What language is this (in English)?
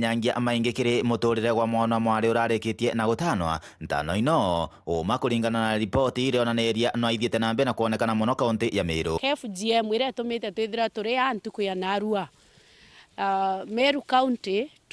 Meru